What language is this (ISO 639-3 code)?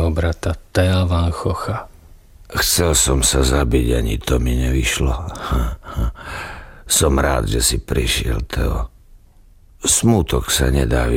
slk